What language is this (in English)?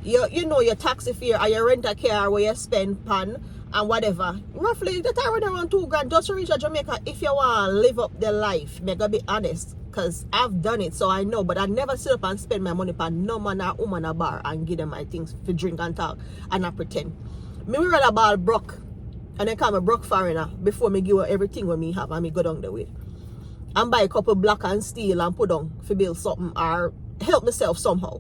Jamaican Creole English